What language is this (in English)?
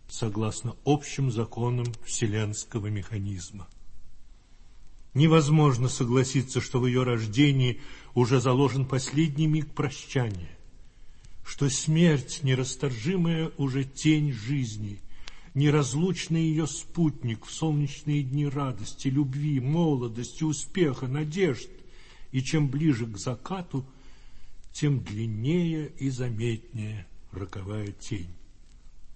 Russian